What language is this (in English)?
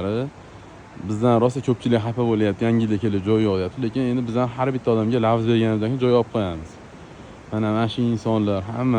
Uzbek